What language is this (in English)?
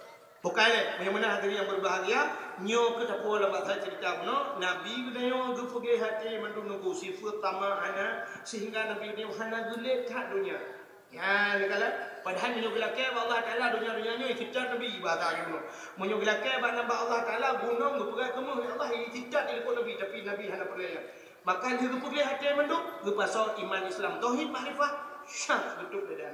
Achinese